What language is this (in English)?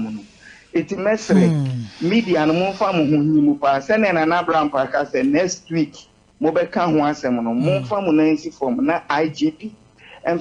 Akan